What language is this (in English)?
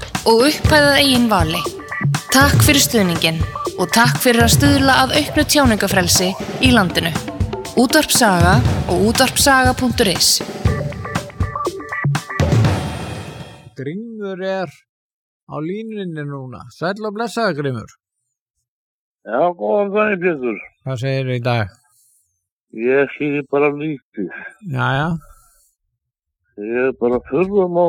Icelandic